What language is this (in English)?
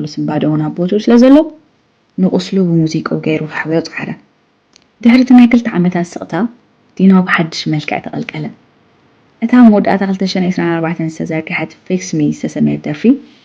Tigrinya